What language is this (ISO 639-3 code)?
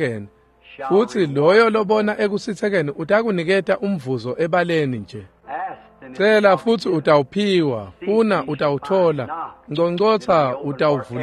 ssw